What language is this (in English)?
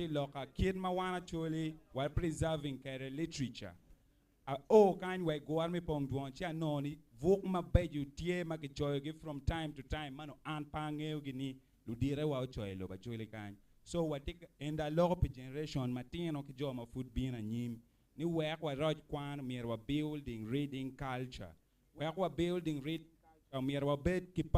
Acoli